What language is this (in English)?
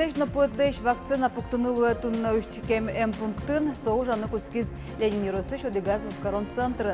Udmurt